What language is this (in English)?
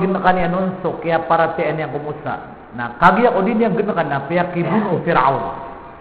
Maranao